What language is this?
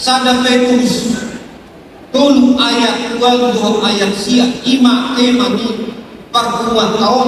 Batak Toba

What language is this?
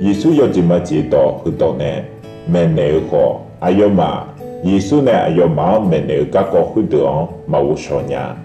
Akha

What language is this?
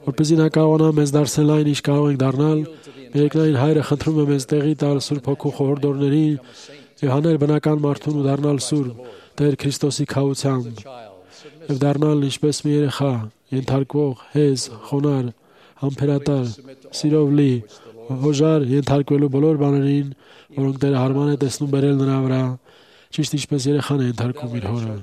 Armenian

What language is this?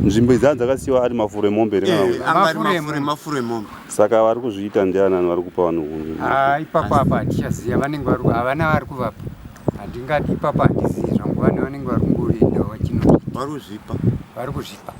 Shona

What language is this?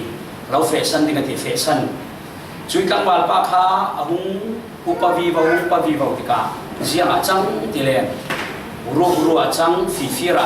Falam Chin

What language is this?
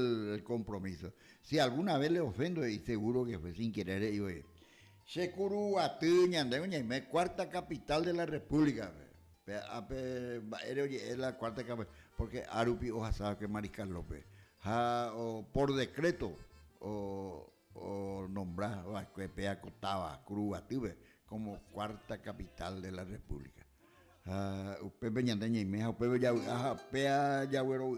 Guarani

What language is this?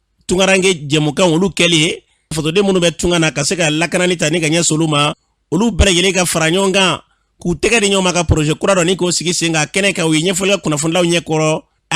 Bambara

